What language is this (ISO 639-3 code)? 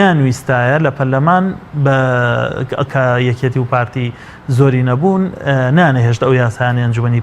ckb